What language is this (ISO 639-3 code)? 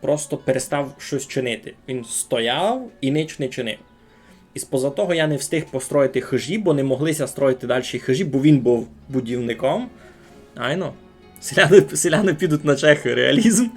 rue